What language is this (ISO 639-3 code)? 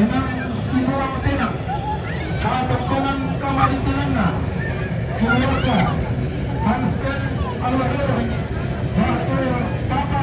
sda